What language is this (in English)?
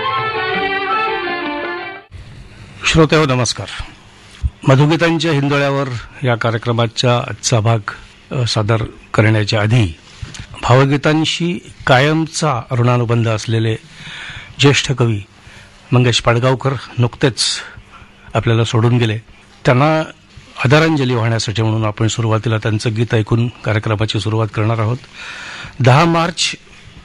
Marathi